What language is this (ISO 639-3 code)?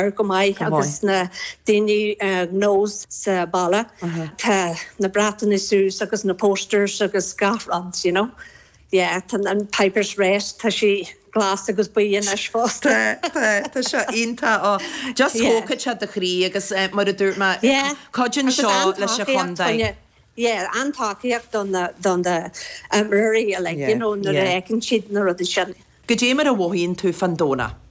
gle